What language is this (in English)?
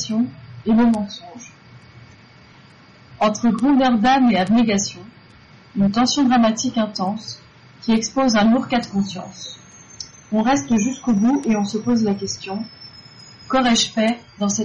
French